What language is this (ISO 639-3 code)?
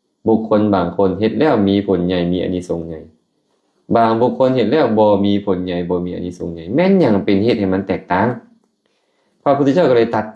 lao